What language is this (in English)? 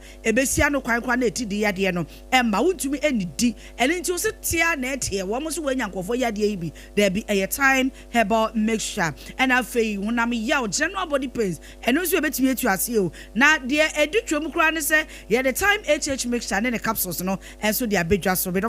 Akan